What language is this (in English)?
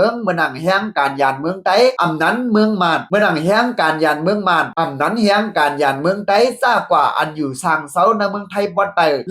Shan